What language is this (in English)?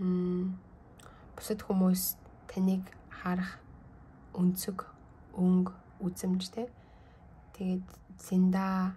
Mongolian